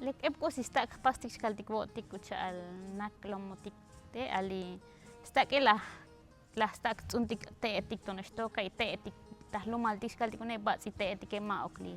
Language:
Tzotzil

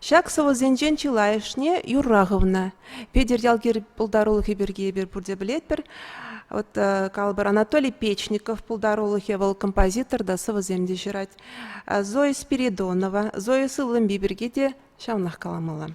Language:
Chuvash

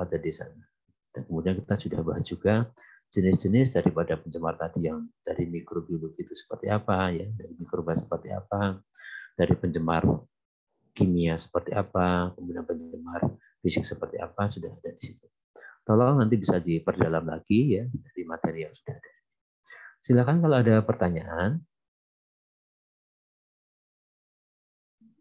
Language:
Indonesian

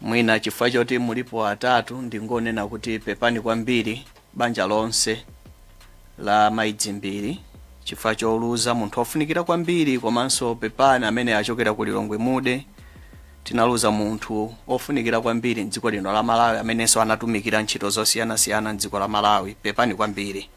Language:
Nyanja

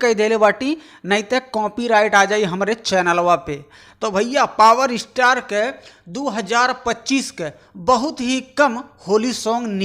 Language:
Bhojpuri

